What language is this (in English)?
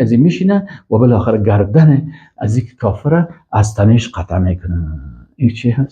Persian